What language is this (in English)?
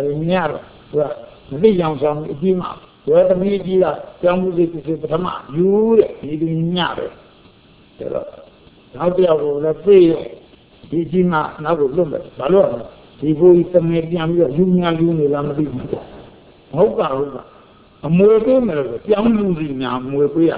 Burmese